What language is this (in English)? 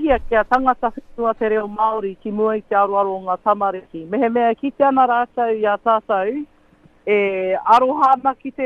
Māori